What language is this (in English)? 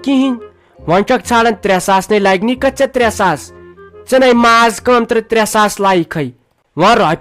Kashmiri